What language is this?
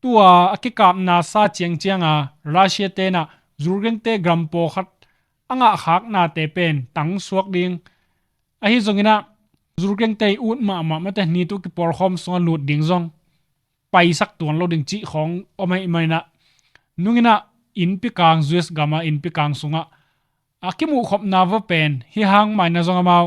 Tedim Chin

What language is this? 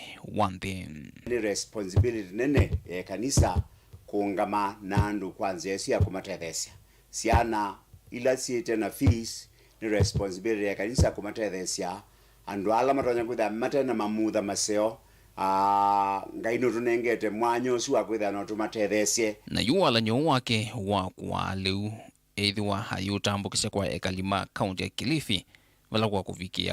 Kamba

